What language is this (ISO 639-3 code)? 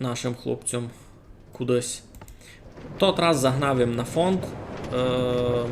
rue